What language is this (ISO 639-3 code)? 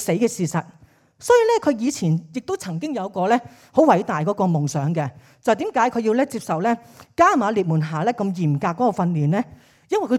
yue